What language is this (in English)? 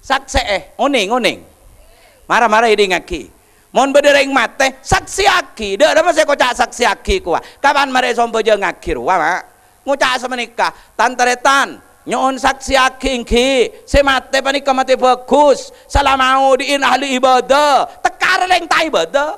Madurese